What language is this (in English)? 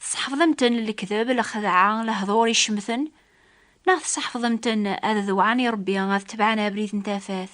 Kabyle